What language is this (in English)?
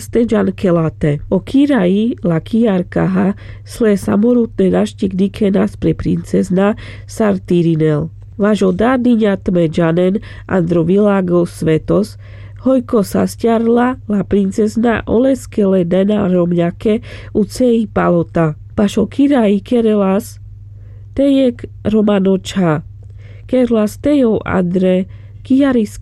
Carpathian Romani